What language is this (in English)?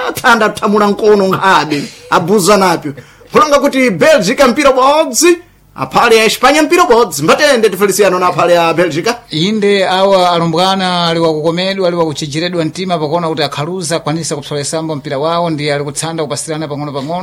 Sena